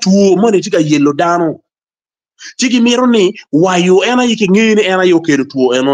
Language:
Acoli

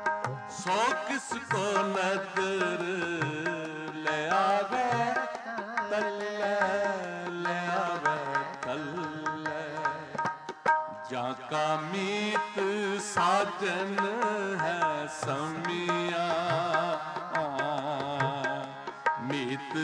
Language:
Punjabi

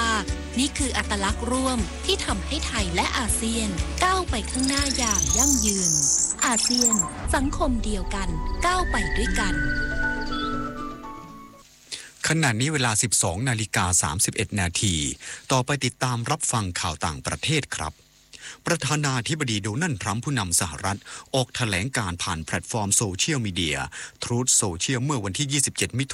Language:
Thai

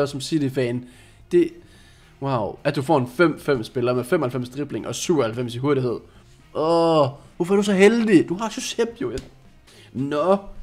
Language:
Danish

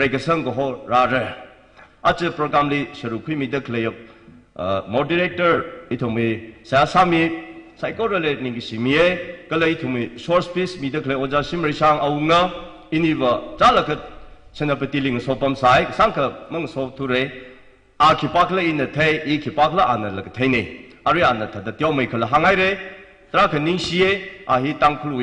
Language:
Tangkhul Naga (India)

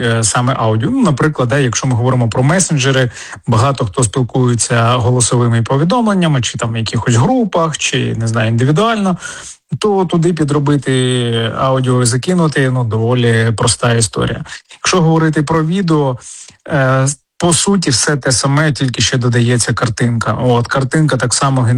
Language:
Ukrainian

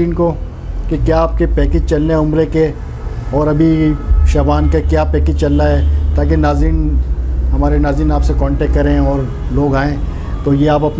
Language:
Hindi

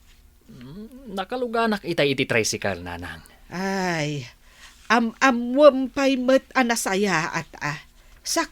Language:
Iloko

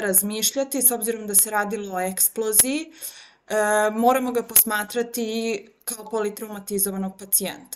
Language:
Serbian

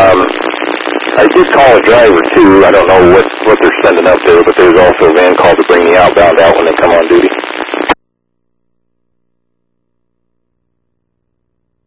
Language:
English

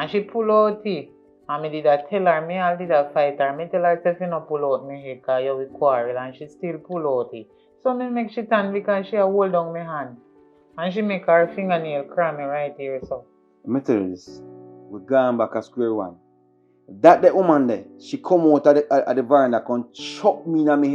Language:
Jamaican Creole English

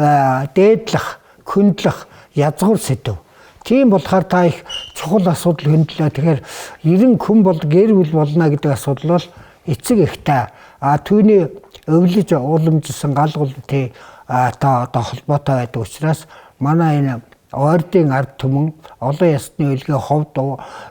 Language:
Mongolian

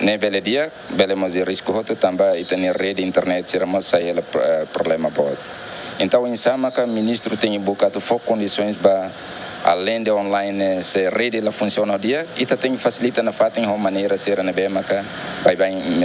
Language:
Tetum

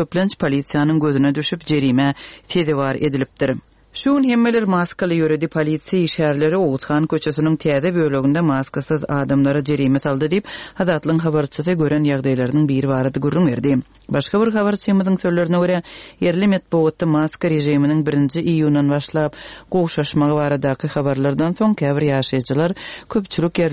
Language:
Turkmen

